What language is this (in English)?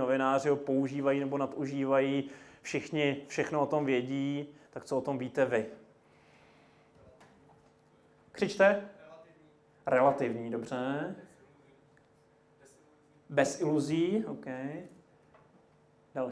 Czech